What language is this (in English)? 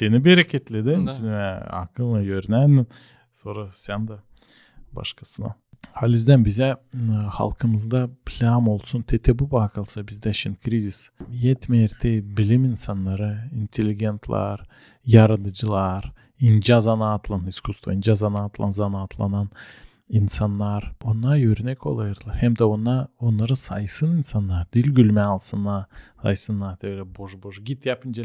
Gagauz